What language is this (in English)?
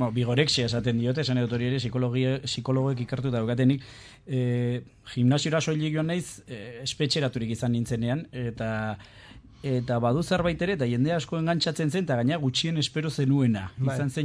Basque